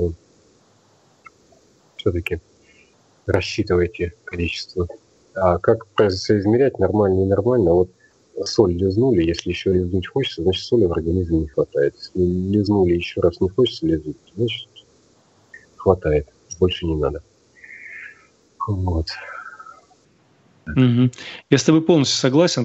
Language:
Russian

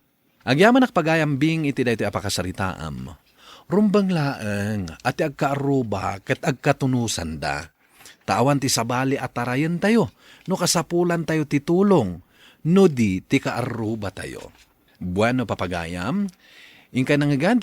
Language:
Iloko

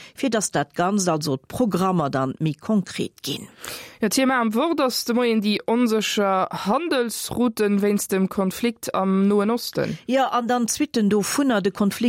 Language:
Luxembourgish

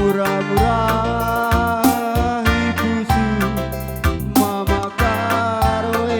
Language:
Batak Karo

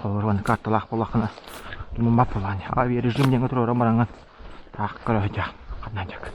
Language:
Yakut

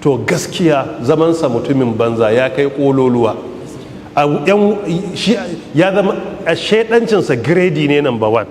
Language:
Hausa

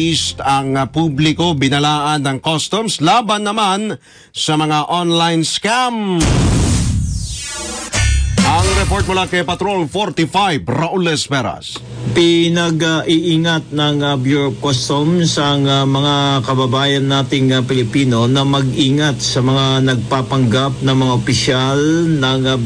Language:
Filipino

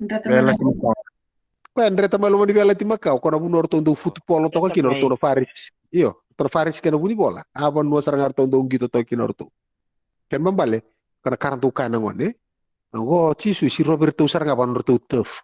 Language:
Fijian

